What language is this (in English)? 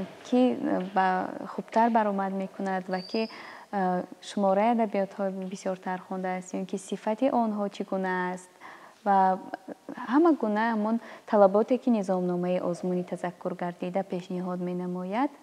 Tajik